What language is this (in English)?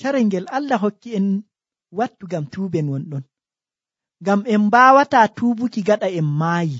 Nigerian Fulfulde